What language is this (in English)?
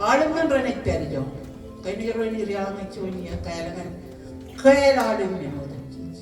Marshallese